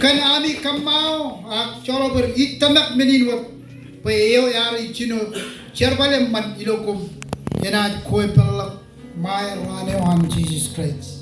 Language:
Marshallese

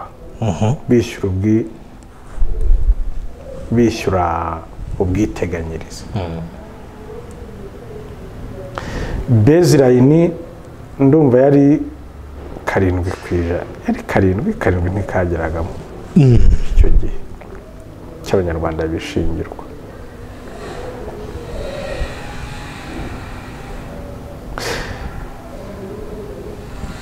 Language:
Kinyarwanda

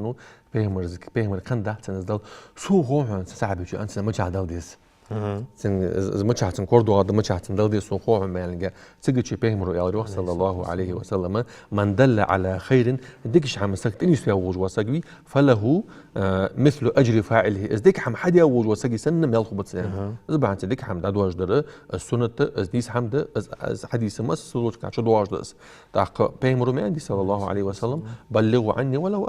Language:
Ingush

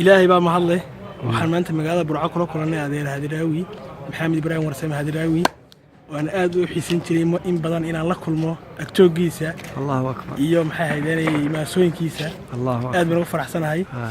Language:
Somali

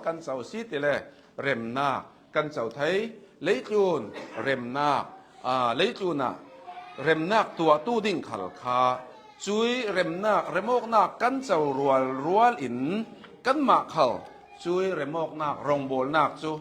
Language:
Hakha Chin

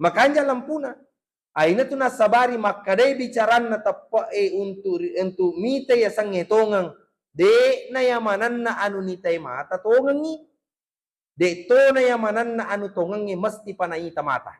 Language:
Buginese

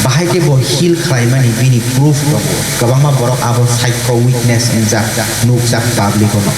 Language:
Kok Borok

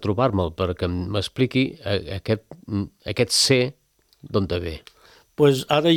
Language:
Catalan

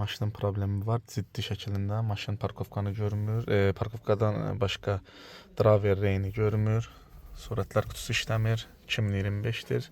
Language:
Azerbaijani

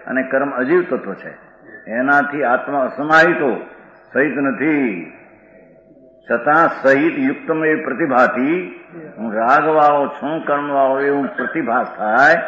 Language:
Gujarati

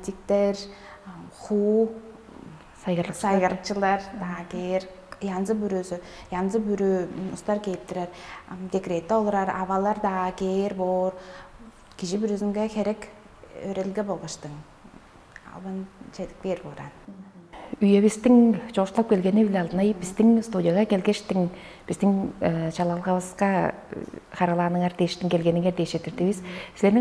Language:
Tuvinian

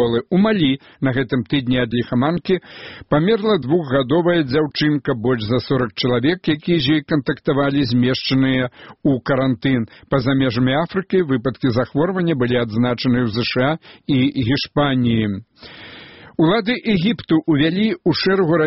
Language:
Belarusian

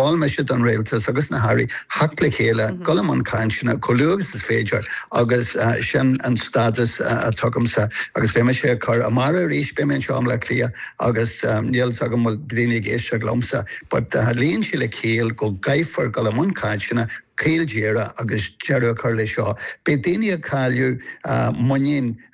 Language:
Irish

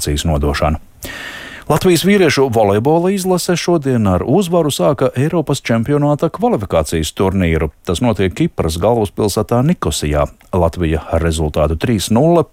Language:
Latvian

